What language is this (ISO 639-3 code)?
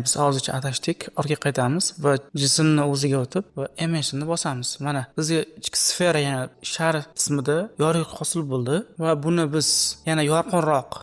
uzb